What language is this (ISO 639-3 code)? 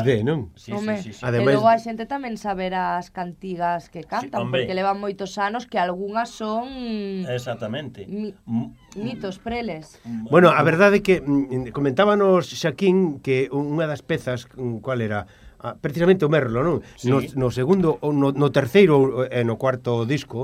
glg